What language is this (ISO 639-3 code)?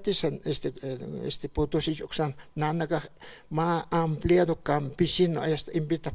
aym